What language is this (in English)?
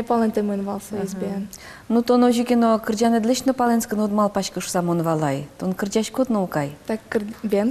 Udmurt